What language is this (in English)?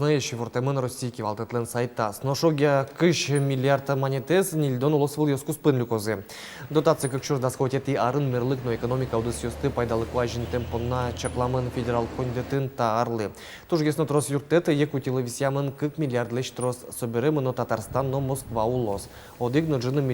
Udmurt